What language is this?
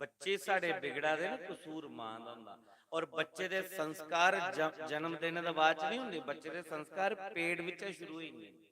Dogri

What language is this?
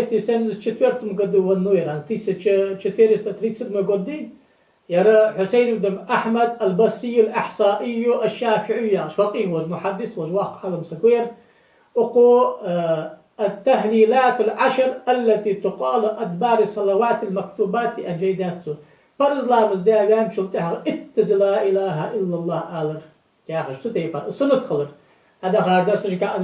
Ingush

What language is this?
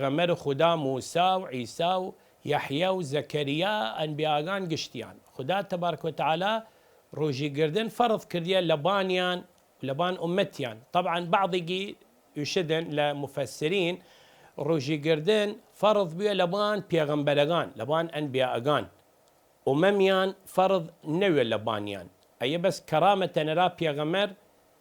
Southern Kurdish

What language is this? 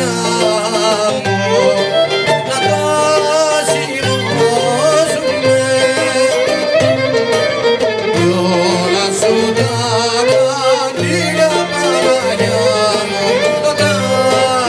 Greek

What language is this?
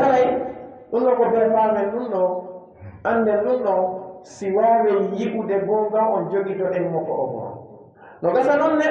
Pular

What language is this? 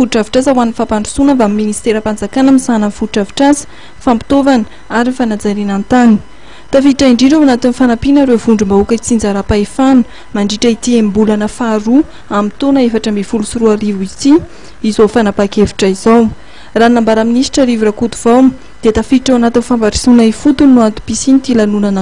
Malagasy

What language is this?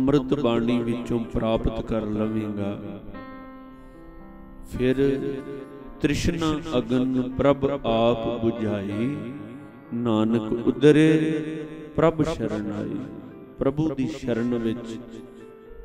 Punjabi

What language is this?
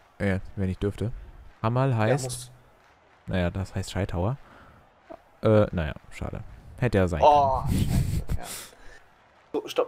German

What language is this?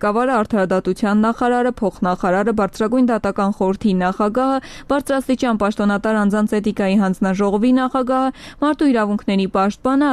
Armenian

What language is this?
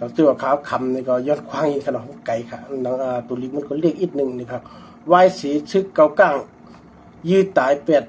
Shan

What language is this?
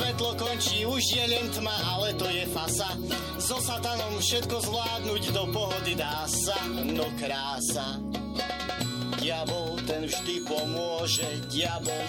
Slovak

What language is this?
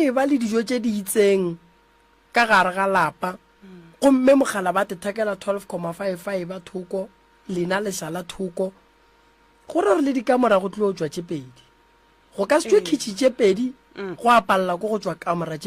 Northern Sotho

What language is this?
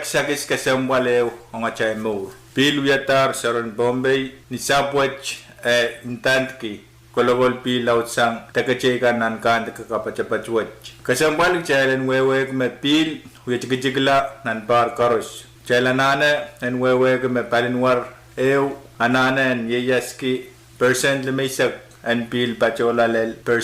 Pohnpeian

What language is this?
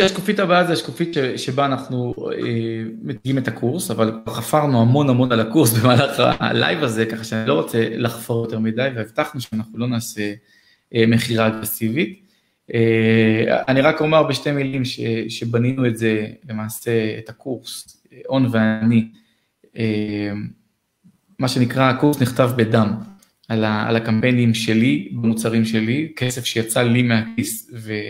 Hebrew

